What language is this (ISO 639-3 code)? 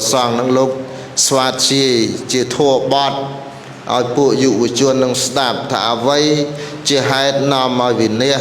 khm